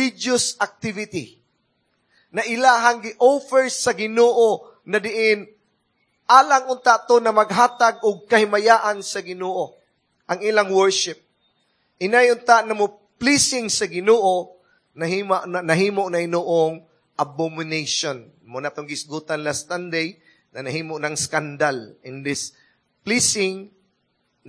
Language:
Cebuano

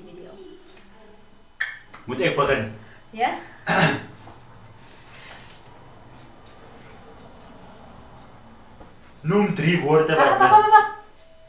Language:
Afrikaans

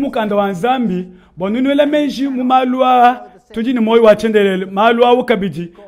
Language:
Luba-Lulua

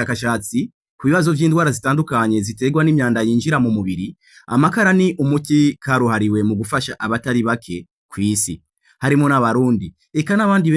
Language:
Rundi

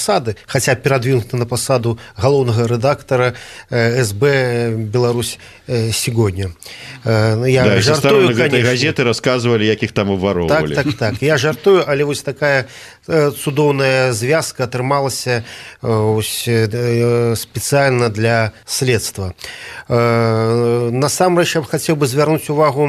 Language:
Belarusian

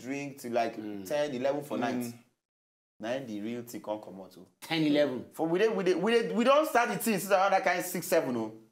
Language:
Nigerian Pidgin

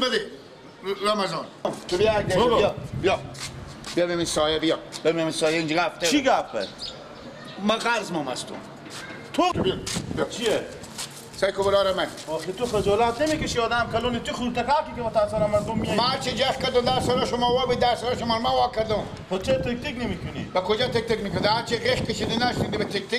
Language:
Persian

